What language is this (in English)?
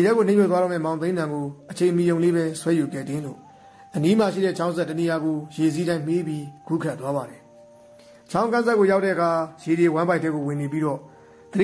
Burmese